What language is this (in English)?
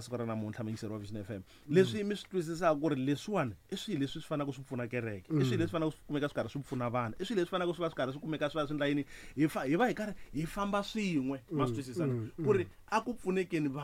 Tsonga